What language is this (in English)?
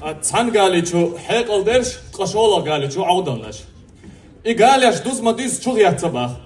Chechen